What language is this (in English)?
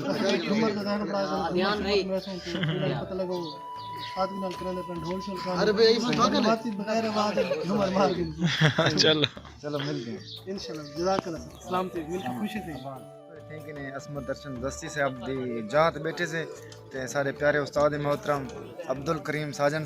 Saraiki